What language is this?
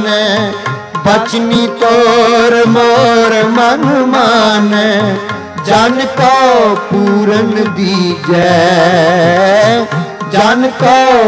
Punjabi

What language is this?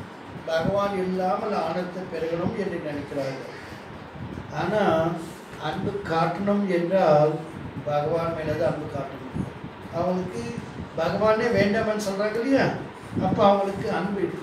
Tamil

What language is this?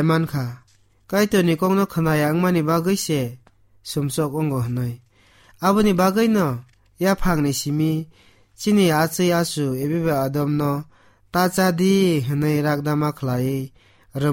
Kok Borok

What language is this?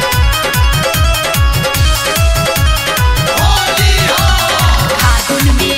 Bhojpuri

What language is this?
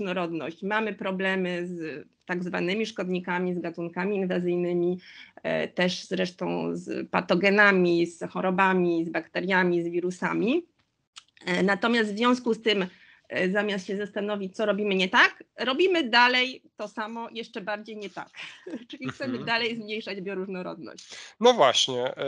Polish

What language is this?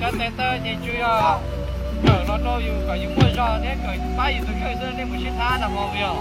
Hmong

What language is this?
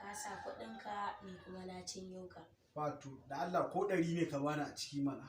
Hausa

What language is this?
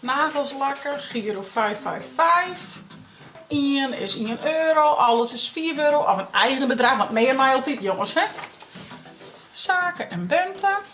Western Frisian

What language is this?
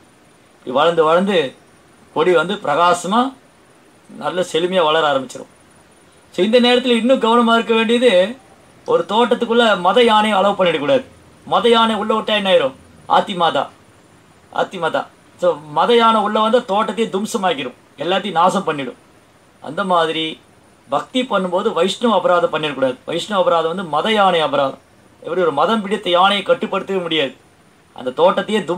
Tamil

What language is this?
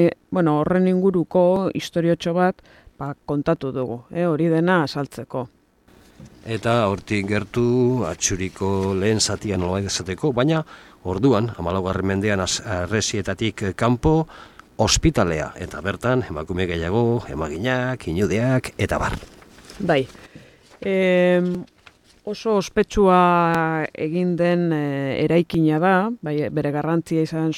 Basque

